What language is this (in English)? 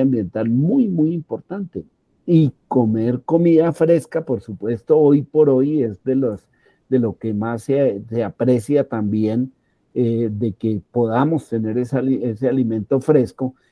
Spanish